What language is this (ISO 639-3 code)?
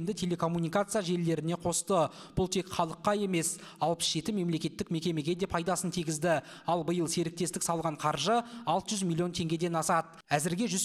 kaz